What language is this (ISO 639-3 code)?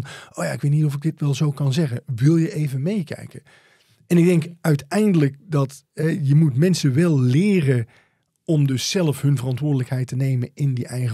nld